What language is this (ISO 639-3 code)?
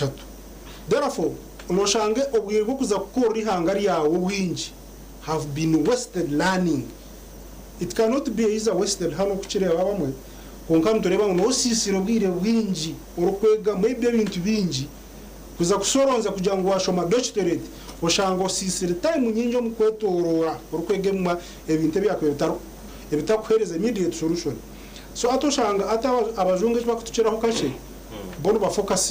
nyn